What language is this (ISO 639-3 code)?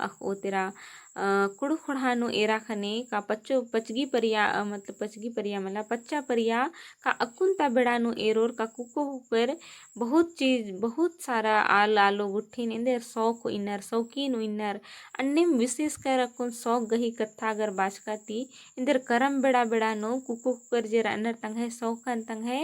kru